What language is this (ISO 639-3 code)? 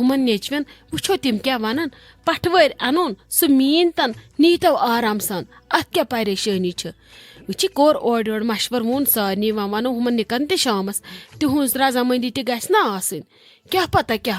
kas